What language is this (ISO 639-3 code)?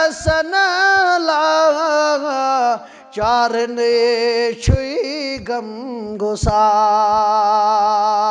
kas